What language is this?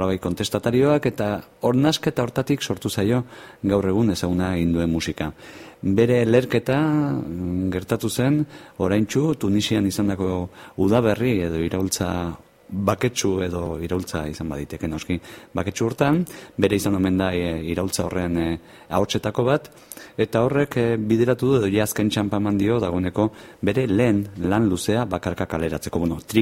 Basque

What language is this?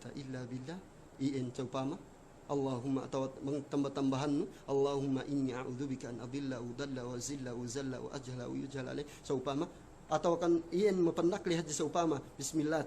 Yakan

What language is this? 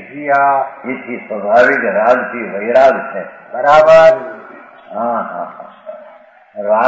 Gujarati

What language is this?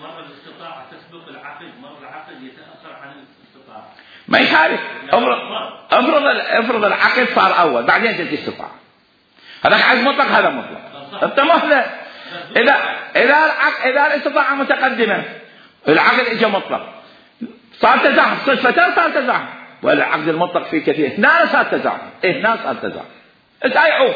Mesopotamian Arabic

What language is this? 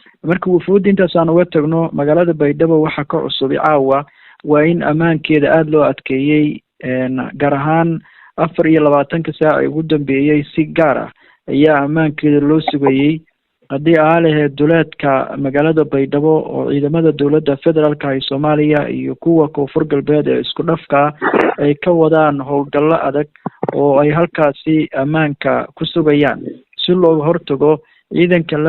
Somali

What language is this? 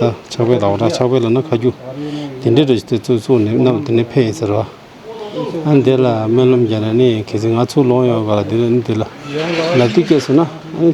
Tibetan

